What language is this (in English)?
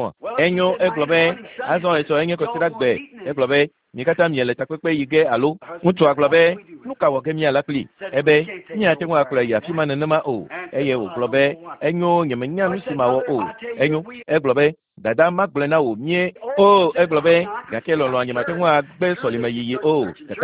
Ewe